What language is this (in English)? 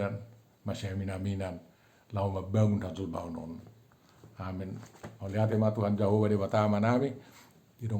Batak Toba